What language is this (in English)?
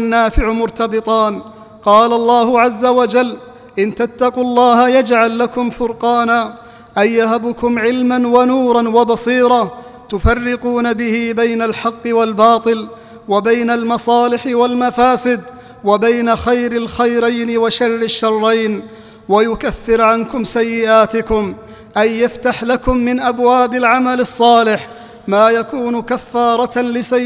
Arabic